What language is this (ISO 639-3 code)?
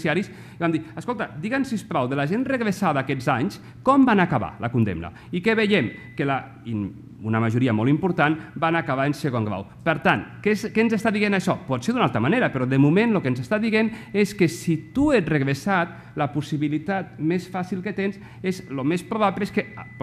cat